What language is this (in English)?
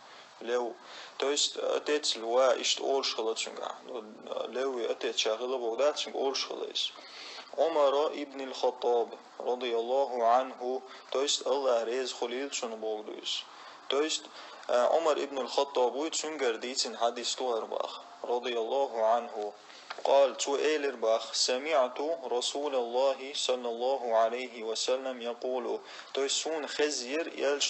Chechen